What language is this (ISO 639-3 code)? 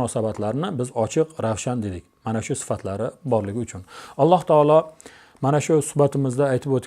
uzb